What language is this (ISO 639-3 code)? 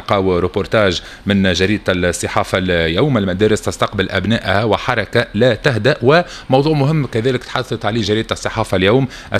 aeb